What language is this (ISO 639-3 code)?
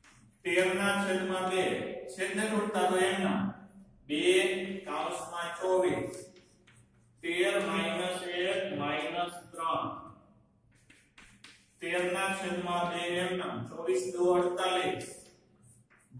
guj